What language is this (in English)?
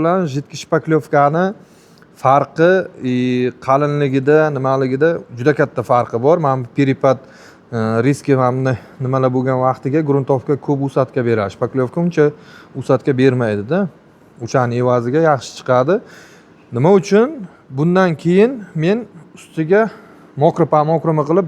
Uzbek